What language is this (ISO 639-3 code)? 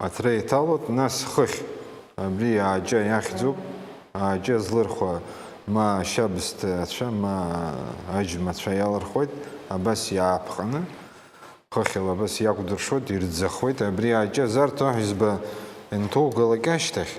abk